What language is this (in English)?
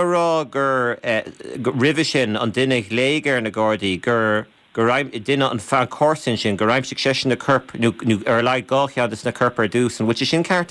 Irish